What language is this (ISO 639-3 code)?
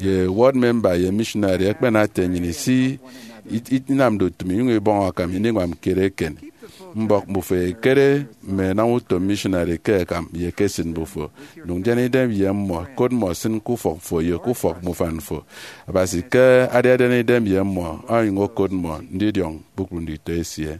efi